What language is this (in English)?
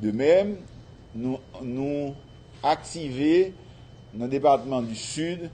Haitian Creole